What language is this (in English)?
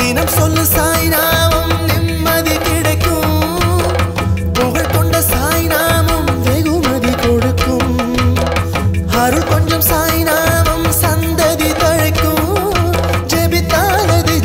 Tamil